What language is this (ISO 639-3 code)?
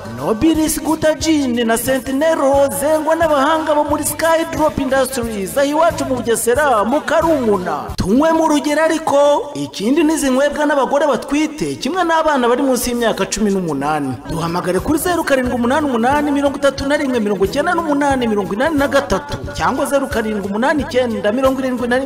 kin